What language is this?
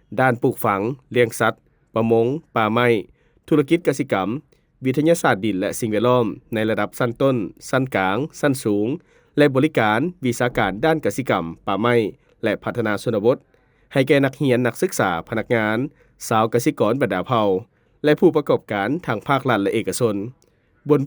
Lao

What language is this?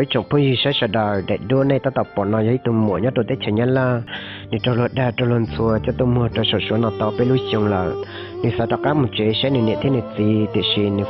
Hmong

